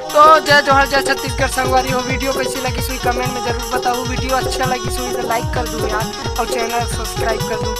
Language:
Chhattisgarhi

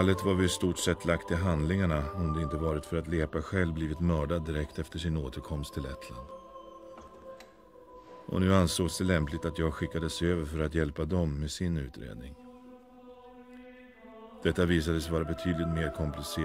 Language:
Swedish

